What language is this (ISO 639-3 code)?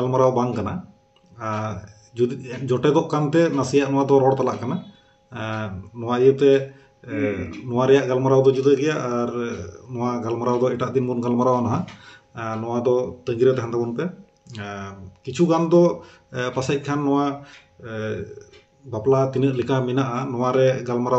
sat